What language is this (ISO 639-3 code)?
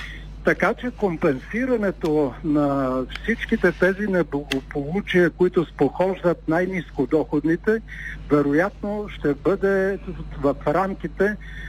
bul